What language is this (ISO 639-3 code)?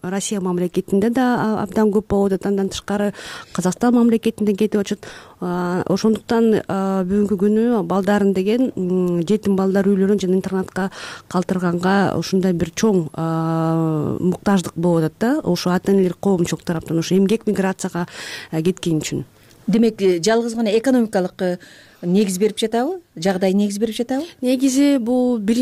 kir